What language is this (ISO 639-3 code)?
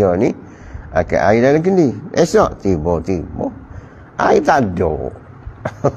msa